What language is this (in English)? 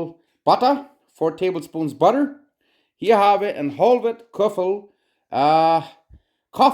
Plautdietsch